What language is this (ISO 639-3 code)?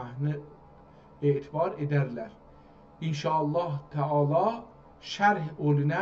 azb